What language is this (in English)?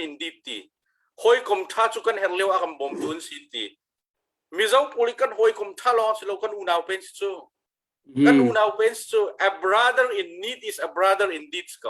Hakha Chin